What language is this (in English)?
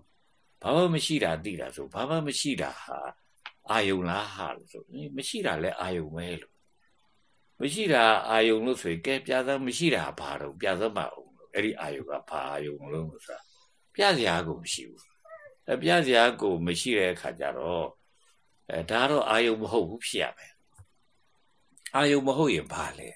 Burmese